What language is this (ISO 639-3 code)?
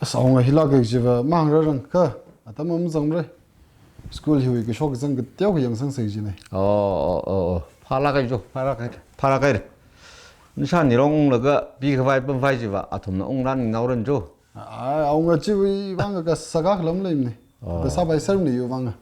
nmf